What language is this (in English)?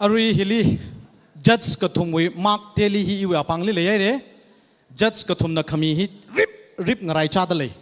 Tangkhul Naga (India)